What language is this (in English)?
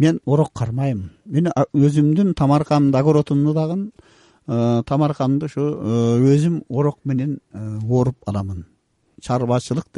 Kyrgyz